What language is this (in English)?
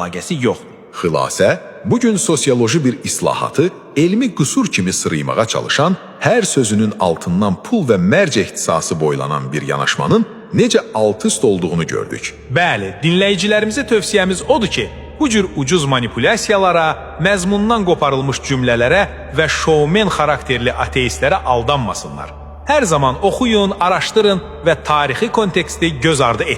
Azerbaijani